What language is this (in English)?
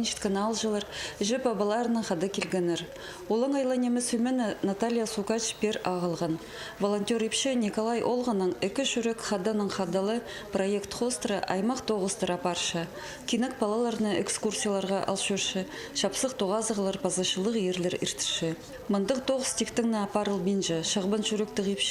Khakas